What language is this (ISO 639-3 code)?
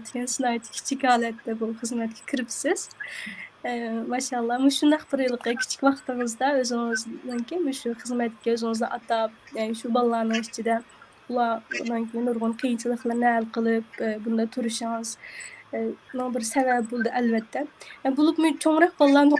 uig